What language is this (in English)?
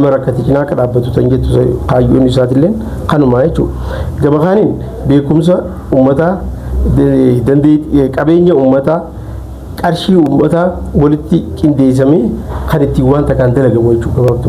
Oromo